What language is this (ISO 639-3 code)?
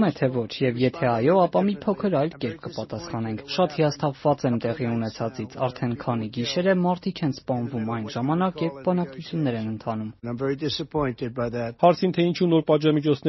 hye